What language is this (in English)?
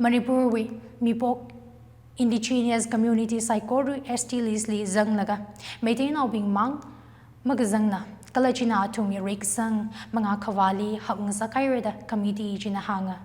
Tangkhul Naga (India)